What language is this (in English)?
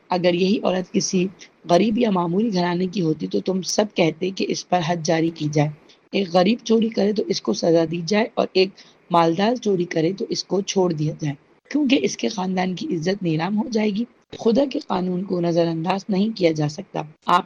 Urdu